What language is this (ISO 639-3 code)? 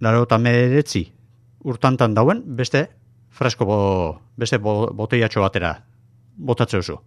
eus